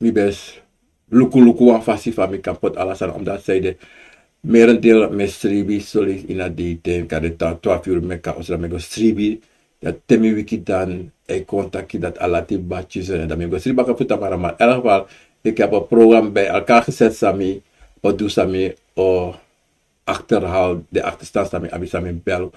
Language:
Sranan Tongo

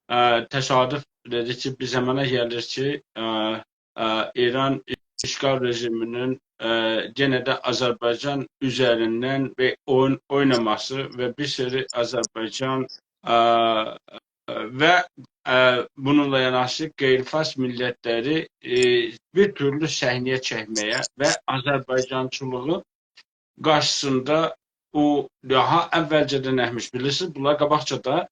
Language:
South Azerbaijani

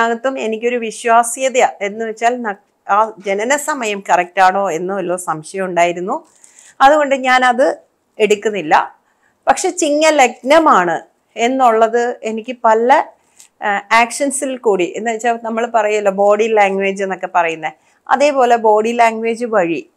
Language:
Malayalam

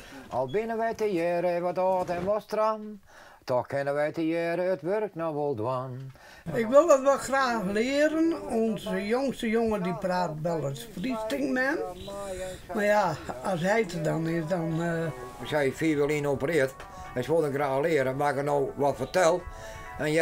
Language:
Western Frisian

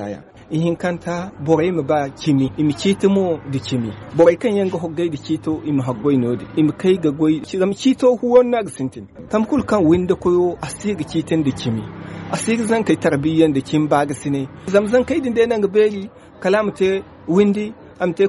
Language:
Zarma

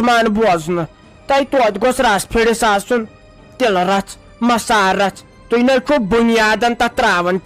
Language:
Kashmiri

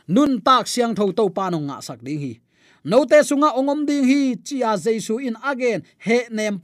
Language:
Tedim Chin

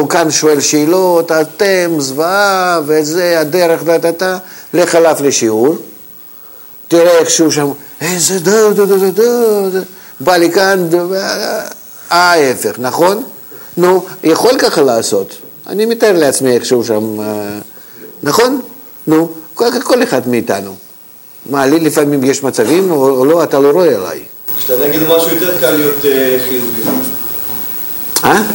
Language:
Hebrew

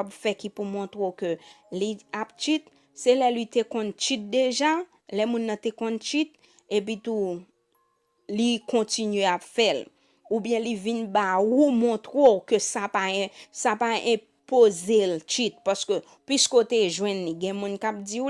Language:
Haitian Creole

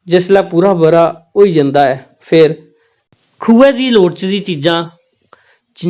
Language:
Dogri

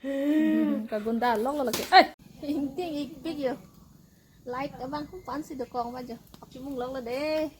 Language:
Karbi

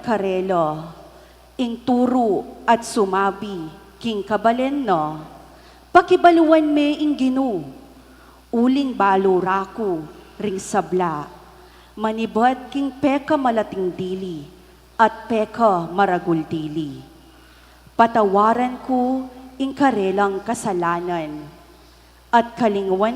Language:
Pampanga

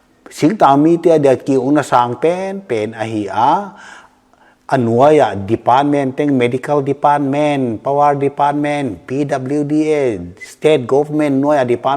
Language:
Paite Chin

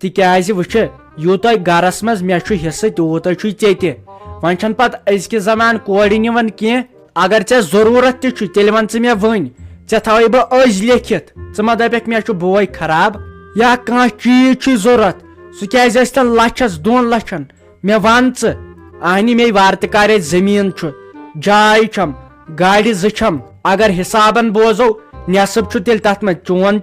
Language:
Kashmiri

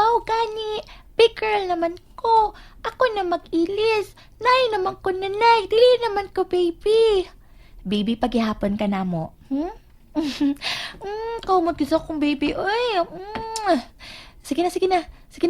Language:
Cebuano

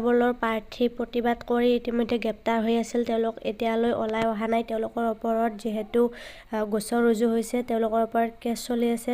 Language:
Assamese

